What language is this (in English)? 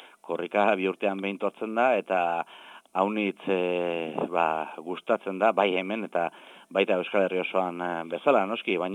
Basque